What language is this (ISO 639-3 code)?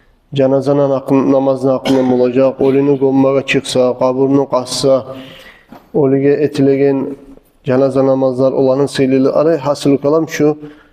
kum